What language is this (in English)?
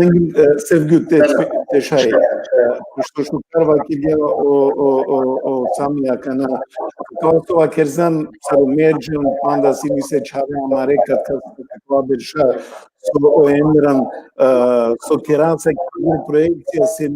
Balkan Romani